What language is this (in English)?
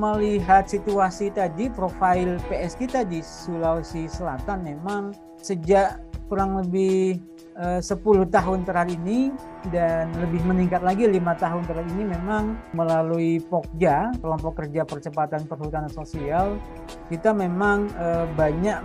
Indonesian